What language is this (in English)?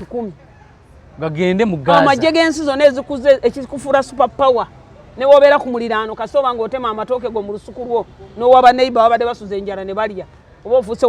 Ganda